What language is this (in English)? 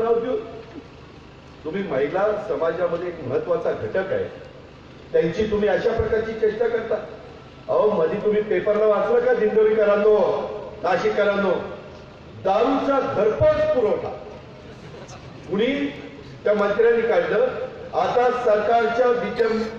Marathi